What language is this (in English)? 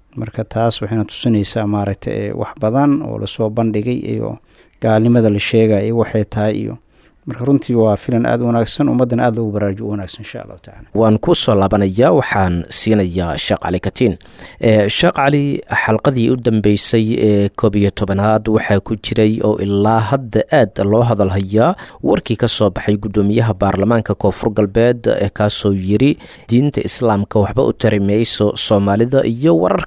Somali